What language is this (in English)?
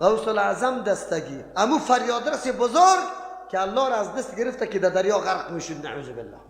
Persian